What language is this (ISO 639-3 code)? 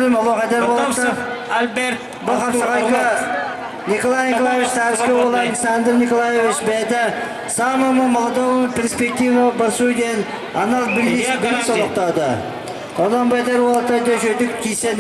sah